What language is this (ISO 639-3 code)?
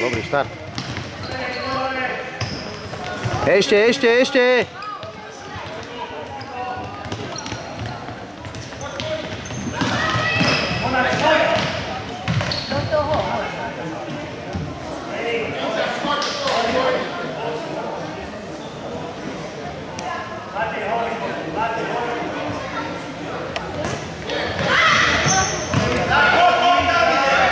slk